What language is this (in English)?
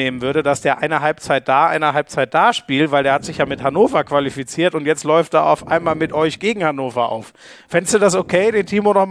German